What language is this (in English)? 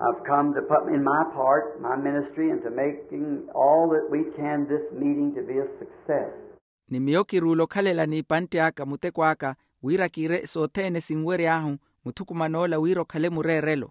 Makhuwa